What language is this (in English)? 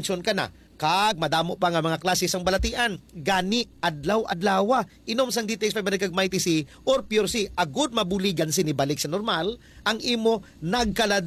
Hiligaynon